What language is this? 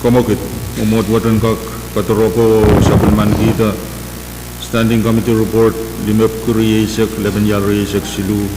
Pohnpeian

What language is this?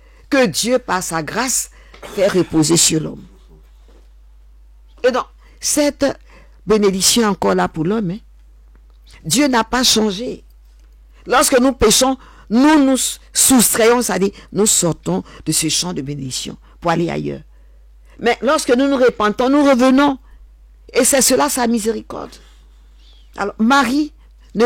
French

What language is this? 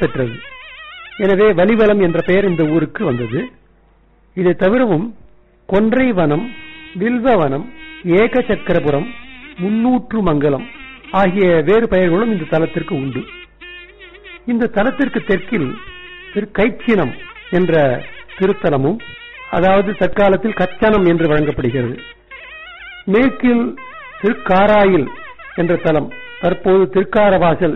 Tamil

